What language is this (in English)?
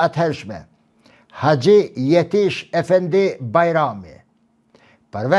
Albanian